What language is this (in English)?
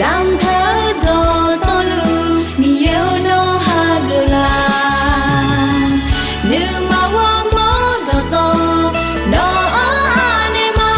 Akha